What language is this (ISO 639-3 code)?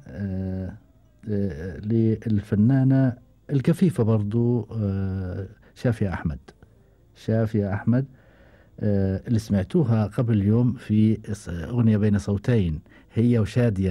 afb